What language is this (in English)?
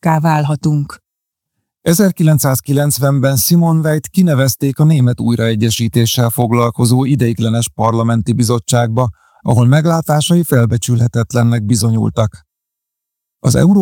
Hungarian